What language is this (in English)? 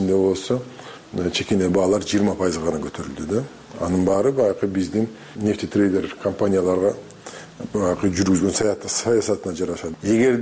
Kyrgyz